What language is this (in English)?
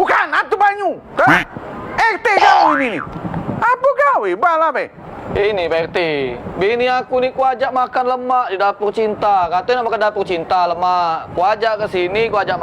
Musi